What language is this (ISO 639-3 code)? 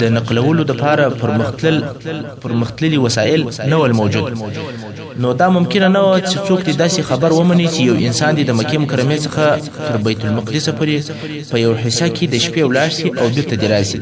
pus